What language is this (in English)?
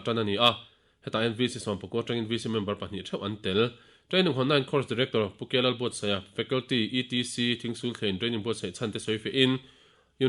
Mizo